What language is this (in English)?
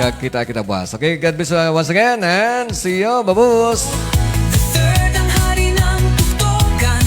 Hiligaynon